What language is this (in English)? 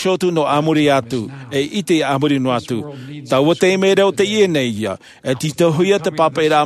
Tahitian